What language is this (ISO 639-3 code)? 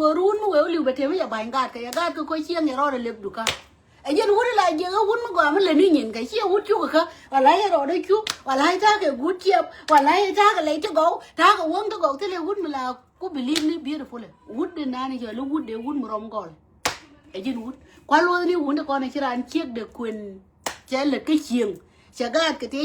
nus